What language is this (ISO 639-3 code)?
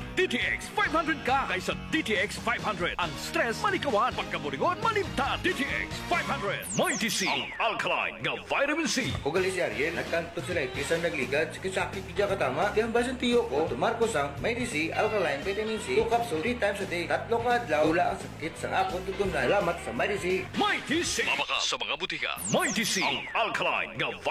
hil